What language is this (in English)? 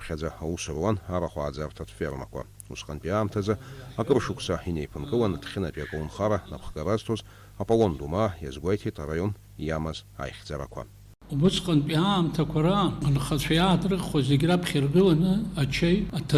Abkhazian